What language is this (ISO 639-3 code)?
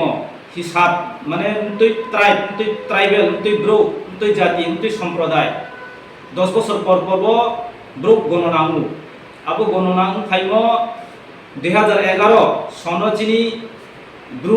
ria